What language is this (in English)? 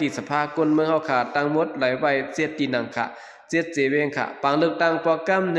Shan